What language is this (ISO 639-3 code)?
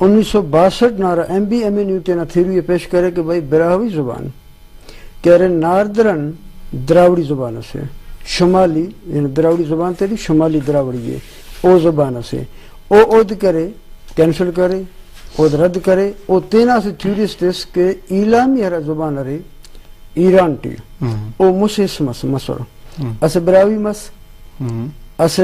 brh